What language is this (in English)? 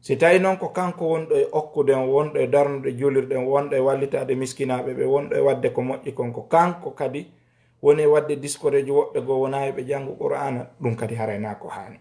Fula